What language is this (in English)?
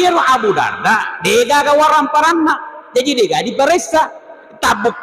Buginese